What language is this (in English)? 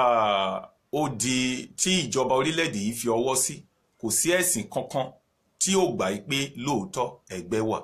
Yoruba